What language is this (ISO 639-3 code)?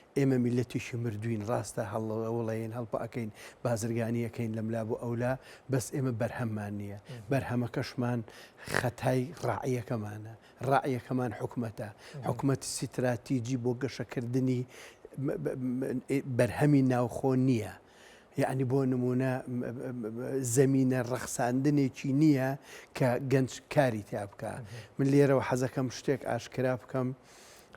ckb